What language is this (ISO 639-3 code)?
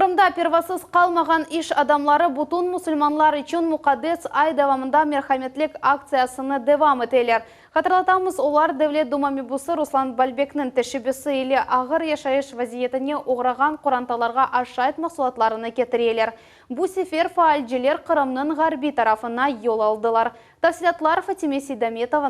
crh